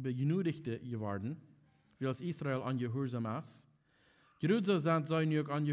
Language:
Plautdietsch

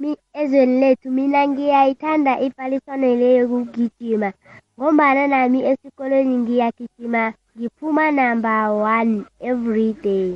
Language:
South Ndebele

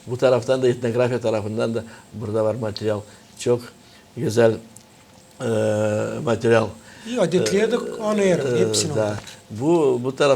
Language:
Gagauz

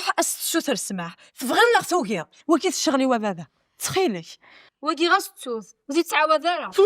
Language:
Kabyle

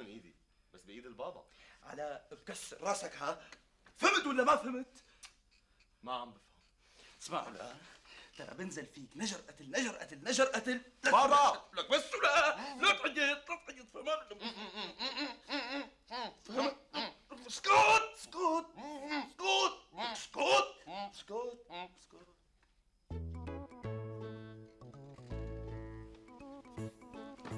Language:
North Levantine Arabic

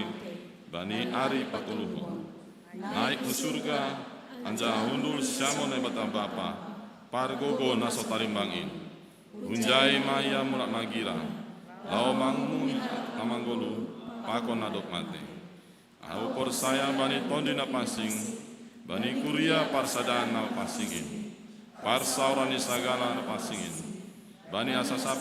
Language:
Batak Simalungun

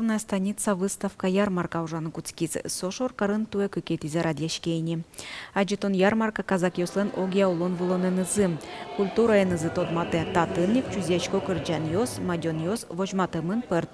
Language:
Udmurt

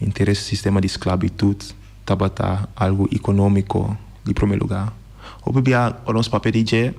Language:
Papiamento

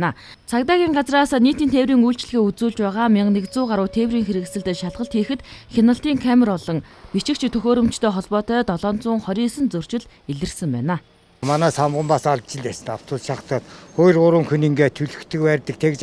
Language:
Mongolian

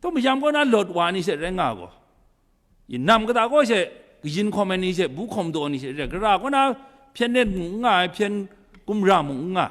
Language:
Kachin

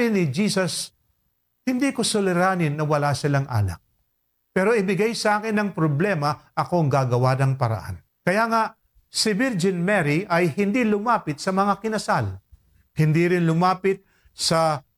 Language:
Filipino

